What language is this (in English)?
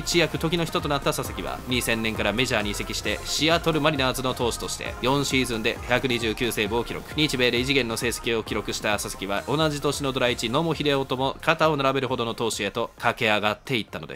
Japanese